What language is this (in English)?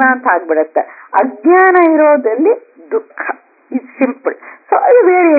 Kannada